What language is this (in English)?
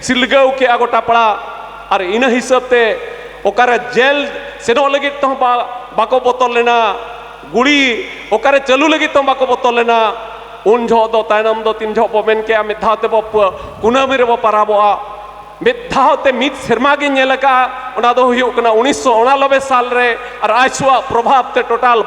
Santali